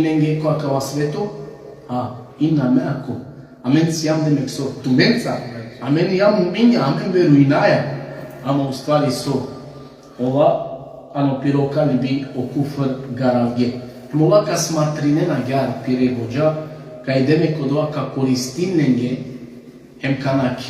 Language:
Balkan Romani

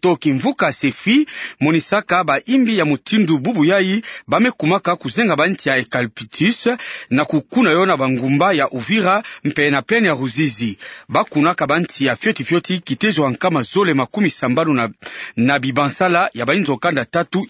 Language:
Kituba (Democratic Republic of Congo)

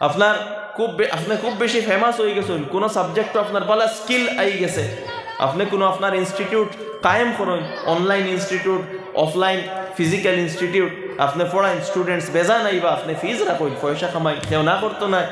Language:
Sylheti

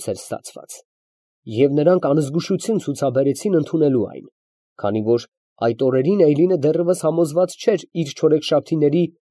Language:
Armenian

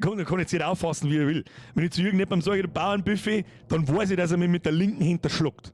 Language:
Bavarian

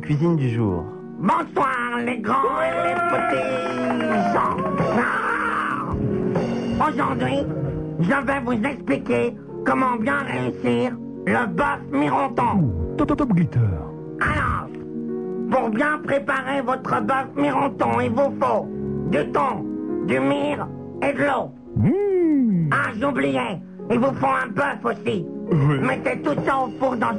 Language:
French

